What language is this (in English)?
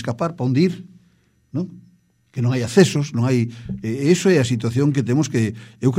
Galician